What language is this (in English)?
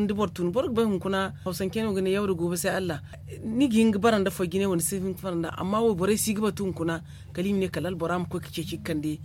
Zarma